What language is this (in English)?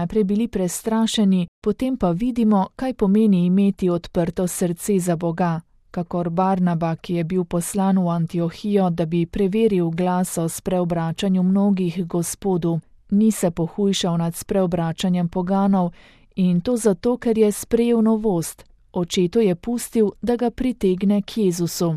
Slovenian